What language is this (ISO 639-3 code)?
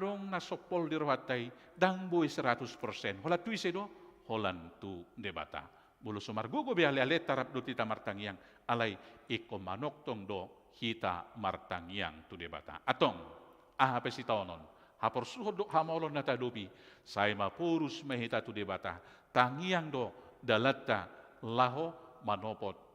bbc